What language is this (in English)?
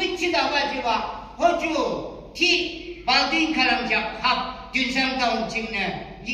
Yimchungru Naga